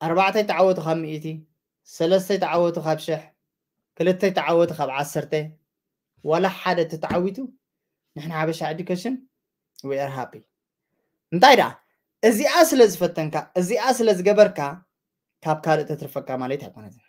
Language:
Tigrinya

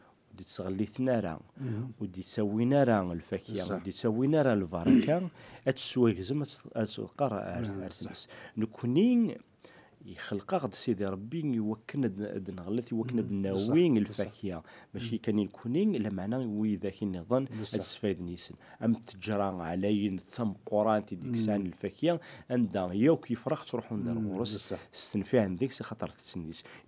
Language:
Kabyle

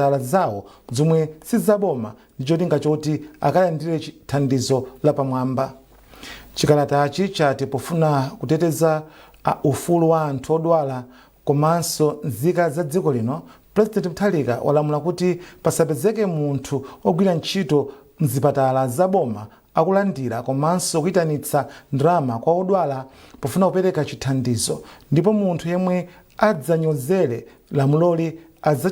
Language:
Nyanja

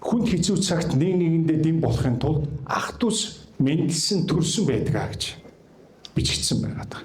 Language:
Mongolian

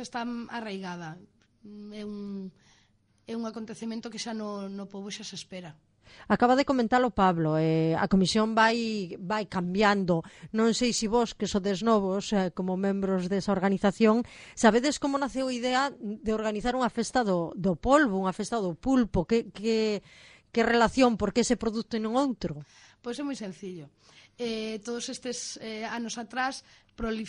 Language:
Galician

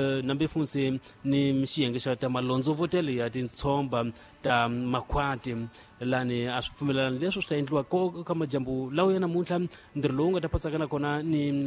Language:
Tsonga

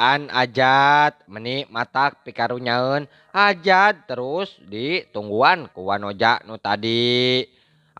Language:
Sundanese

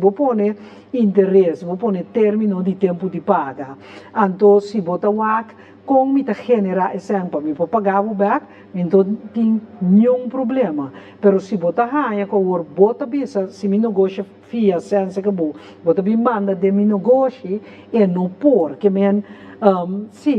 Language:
Papiamento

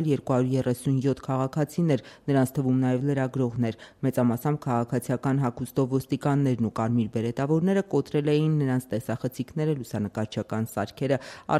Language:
Armenian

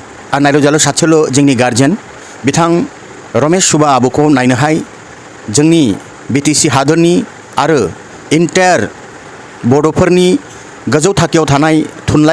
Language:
Bodo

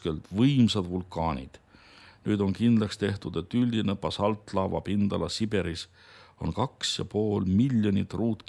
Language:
Estonian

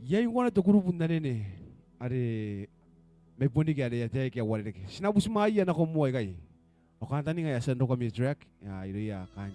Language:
Gilbertese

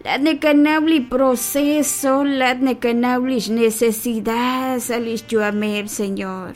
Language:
Kekchí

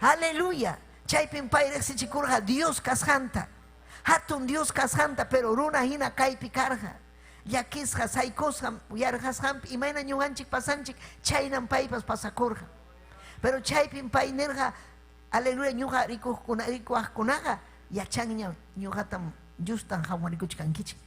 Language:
Ayacucho Quechua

